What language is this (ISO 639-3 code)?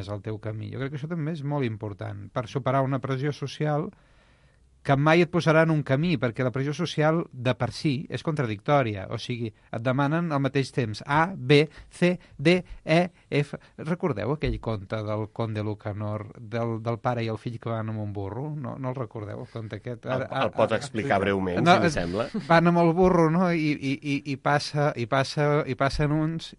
cat